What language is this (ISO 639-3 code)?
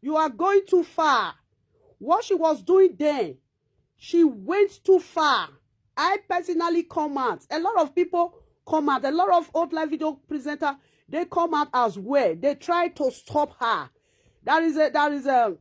pcm